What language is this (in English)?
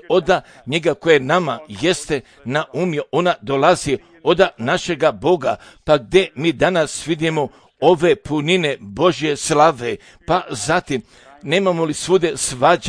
Serbian